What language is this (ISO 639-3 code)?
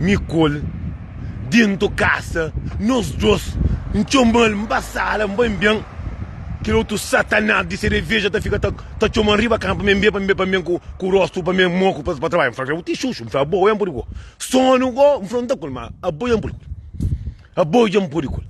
kea